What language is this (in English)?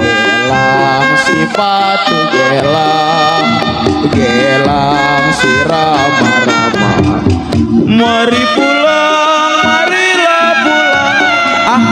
Betawi